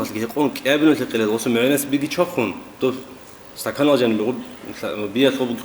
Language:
Avaric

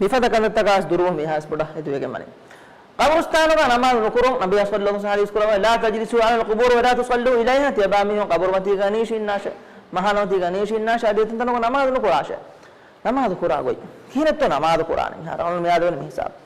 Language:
Divehi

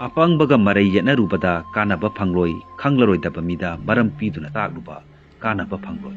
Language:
Manipuri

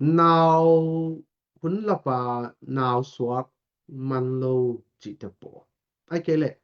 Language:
Tedim Chin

